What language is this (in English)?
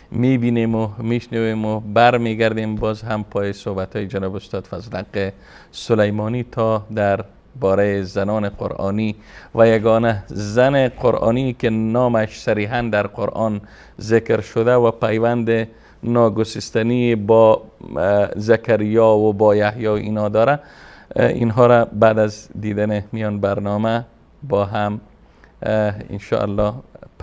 Persian